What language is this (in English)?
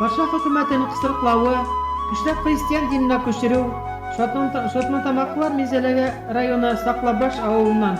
Bashkir